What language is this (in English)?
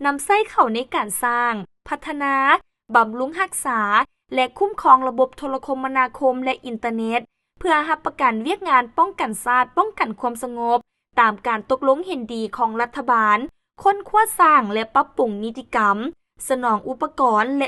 Lao